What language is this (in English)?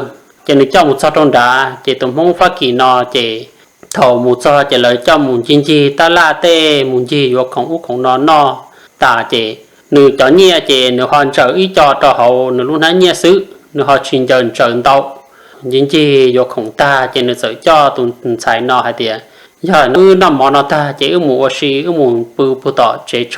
Hmong